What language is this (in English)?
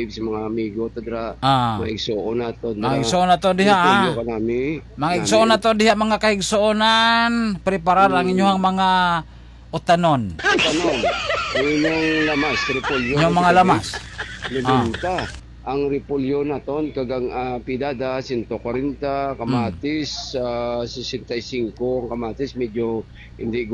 Hiligaynon